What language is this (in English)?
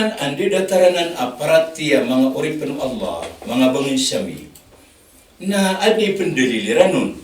Maranao